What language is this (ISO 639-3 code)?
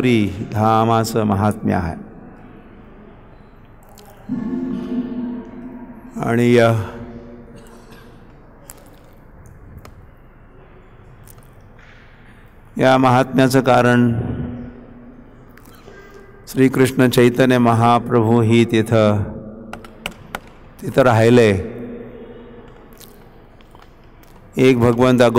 mar